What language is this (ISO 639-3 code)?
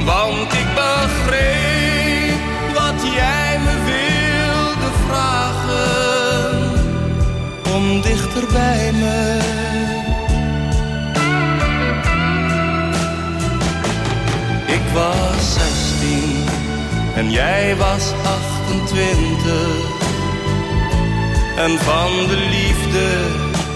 nld